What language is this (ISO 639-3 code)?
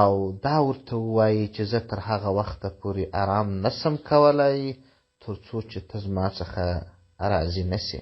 pus